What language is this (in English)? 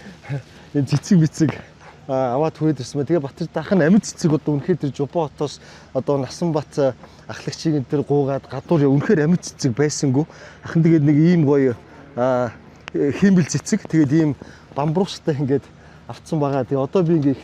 Mongolian